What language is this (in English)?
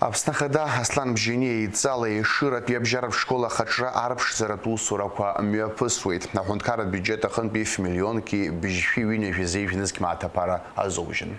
Abkhazian